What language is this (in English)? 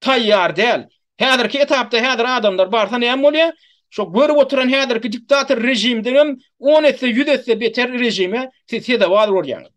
Turkmen